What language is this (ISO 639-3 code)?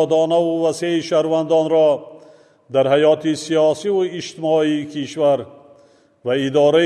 tgk